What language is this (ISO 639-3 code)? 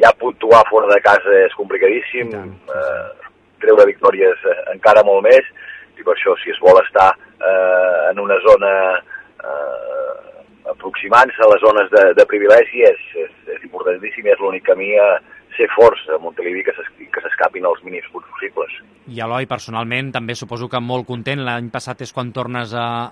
cat